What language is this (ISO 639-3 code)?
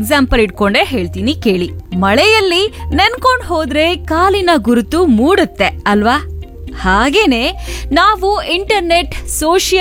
kan